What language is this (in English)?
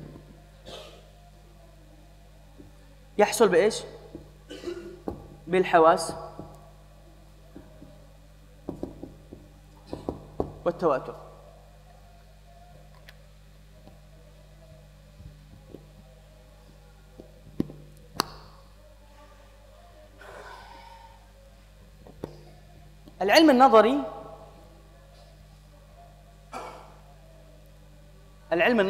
Arabic